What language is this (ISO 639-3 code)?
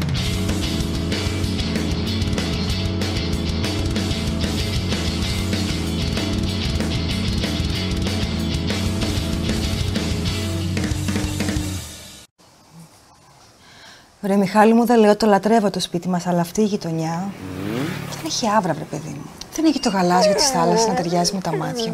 ell